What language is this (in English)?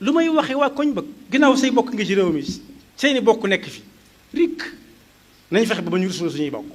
Wolof